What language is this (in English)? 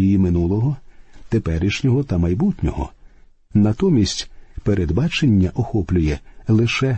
Ukrainian